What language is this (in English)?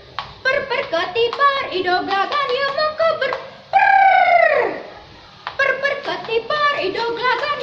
Balinese